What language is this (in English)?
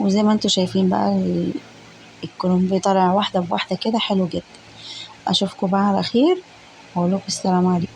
Egyptian Arabic